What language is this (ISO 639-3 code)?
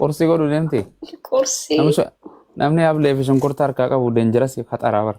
orm